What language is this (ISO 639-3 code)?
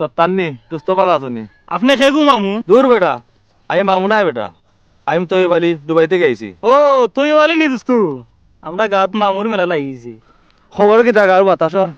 syl